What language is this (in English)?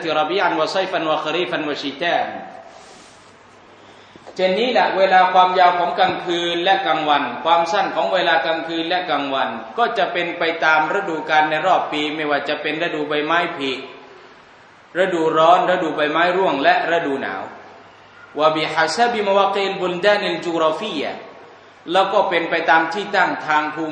Thai